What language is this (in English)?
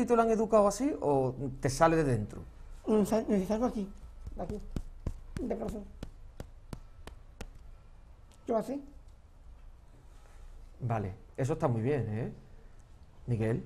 Spanish